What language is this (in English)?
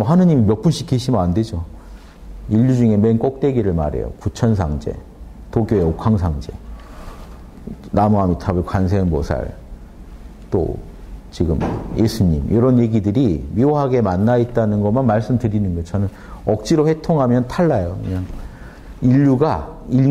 Korean